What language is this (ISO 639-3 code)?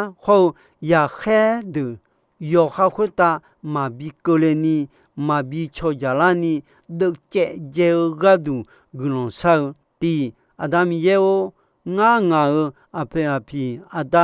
ahk